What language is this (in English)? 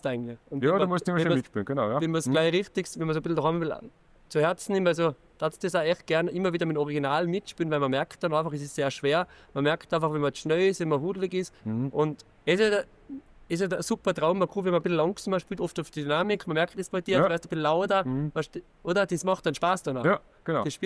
Bavarian